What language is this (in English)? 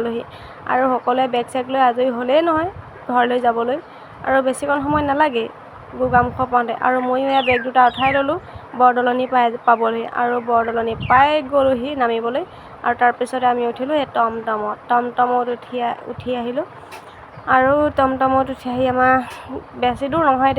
Assamese